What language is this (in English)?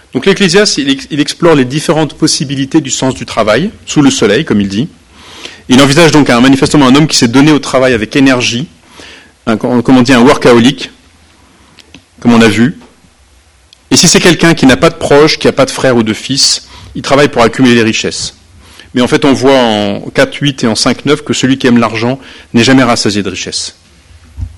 French